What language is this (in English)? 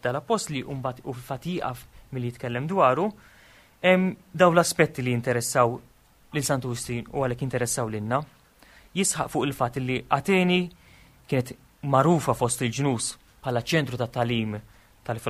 Maltese